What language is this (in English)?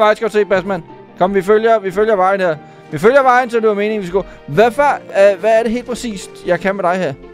Danish